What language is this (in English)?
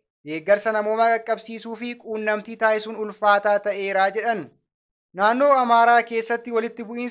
Oromo